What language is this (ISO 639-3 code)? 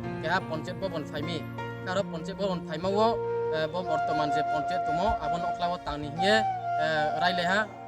ria